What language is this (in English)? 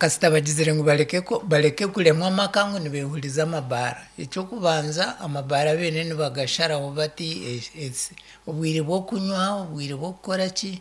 Nyankole